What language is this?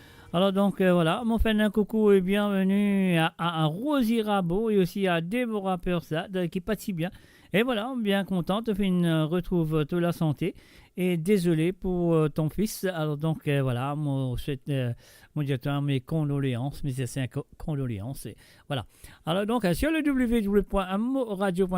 Morisyen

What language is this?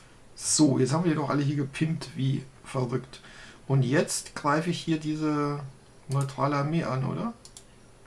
German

